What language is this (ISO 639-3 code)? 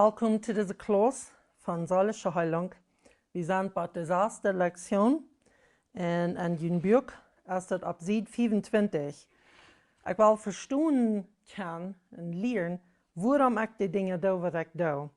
pdt